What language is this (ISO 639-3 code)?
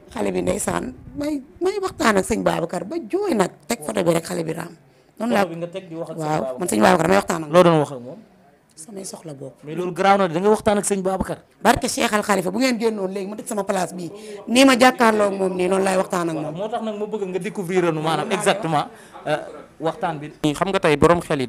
wol